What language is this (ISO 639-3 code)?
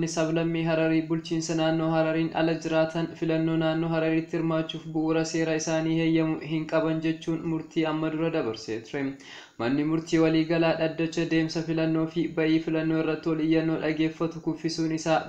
orm